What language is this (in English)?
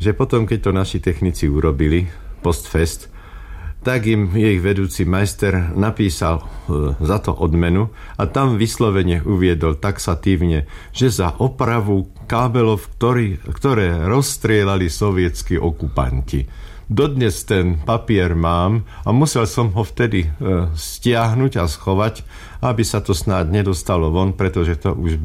Slovak